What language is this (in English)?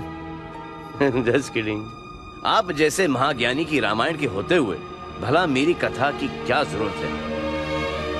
Hindi